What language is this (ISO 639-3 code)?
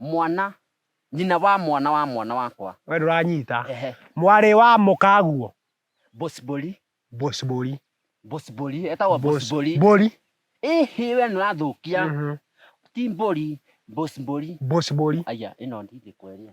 kik